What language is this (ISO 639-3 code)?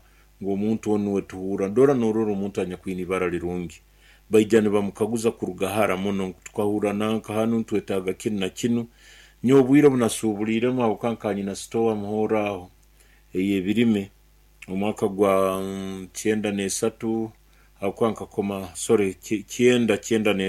nyn